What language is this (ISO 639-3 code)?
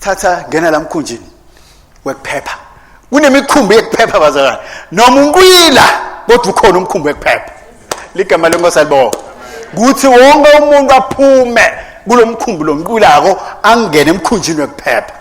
ssw